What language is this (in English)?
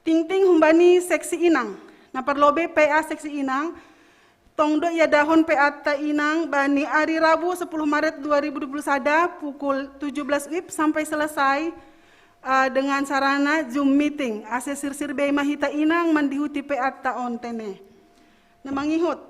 Batak Simalungun